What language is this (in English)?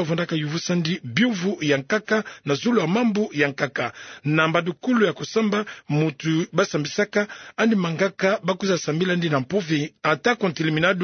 Kituba (Democratic Republic of Congo)